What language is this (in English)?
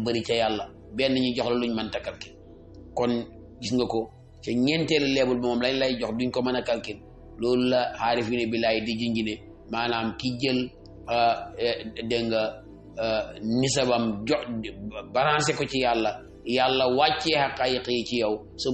Wolof